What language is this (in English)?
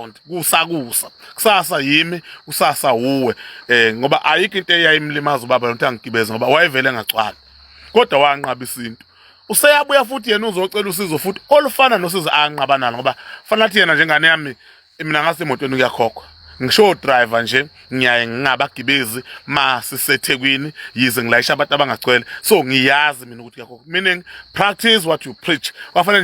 Zulu